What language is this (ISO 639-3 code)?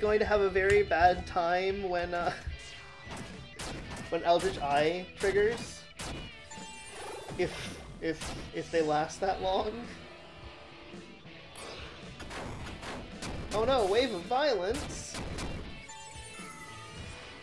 eng